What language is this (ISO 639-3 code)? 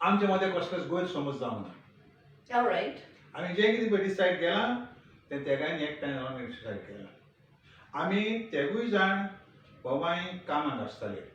kok